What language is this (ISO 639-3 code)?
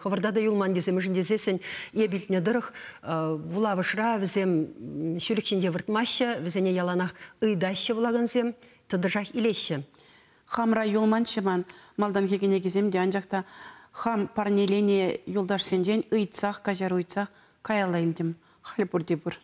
chv